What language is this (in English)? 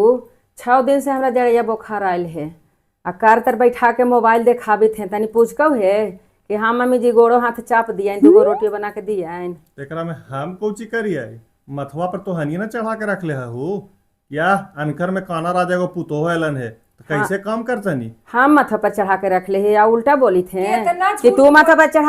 Magahi